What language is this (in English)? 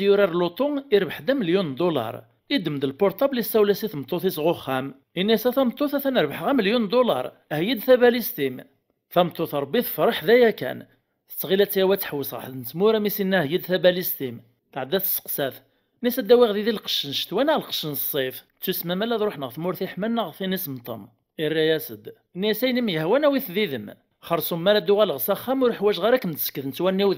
Kabyle